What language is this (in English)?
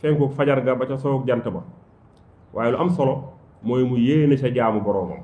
Wolof